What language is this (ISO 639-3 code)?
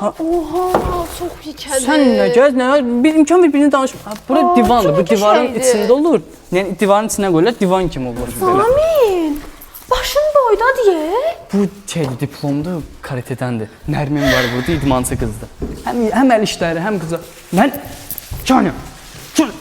aze